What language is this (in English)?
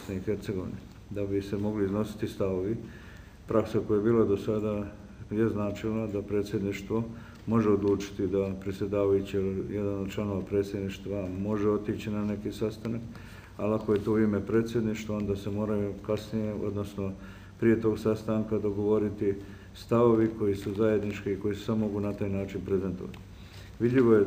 Bosnian